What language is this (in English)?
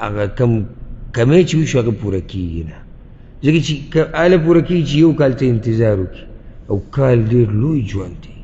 Pashto